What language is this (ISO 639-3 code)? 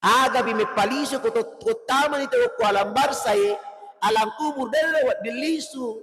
bug